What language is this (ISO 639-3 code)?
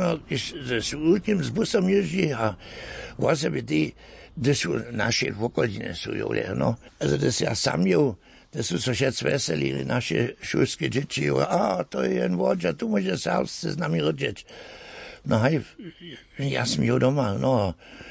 hsb